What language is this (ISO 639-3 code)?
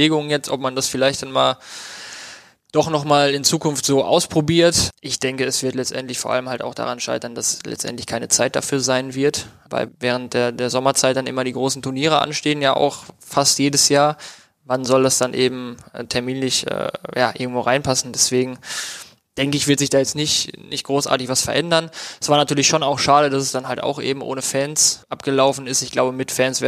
deu